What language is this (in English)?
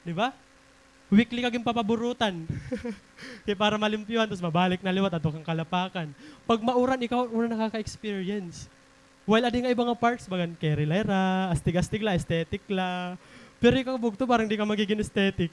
Waray